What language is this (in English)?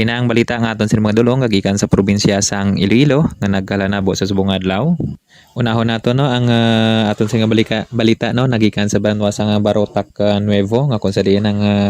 Hiligaynon